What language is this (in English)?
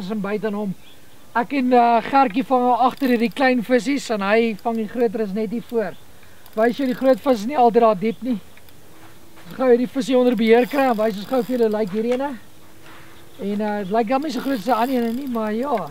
Afrikaans